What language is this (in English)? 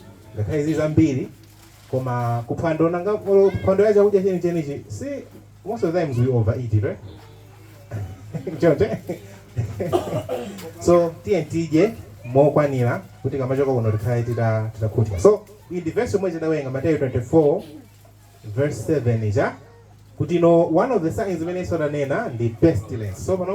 Nyanja